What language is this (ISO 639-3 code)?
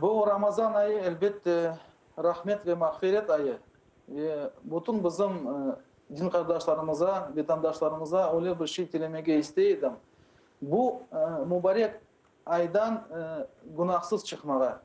crh